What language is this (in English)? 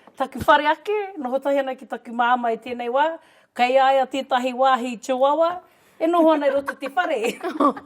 Māori